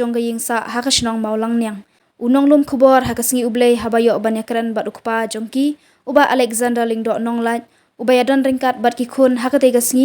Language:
Khasi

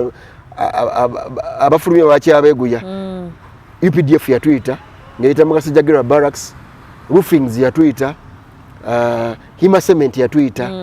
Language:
Ganda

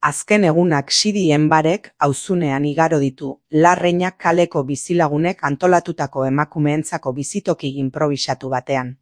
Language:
Basque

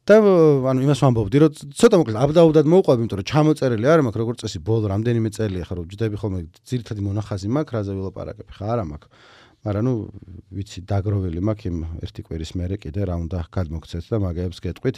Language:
Georgian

